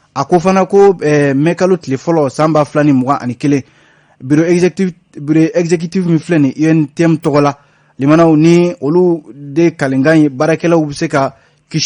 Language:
Bambara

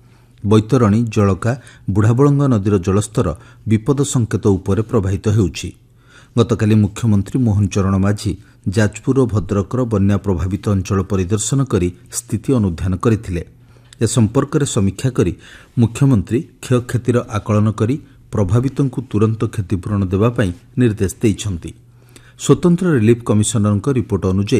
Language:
Odia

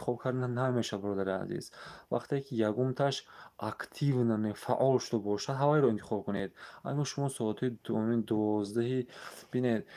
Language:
Tajik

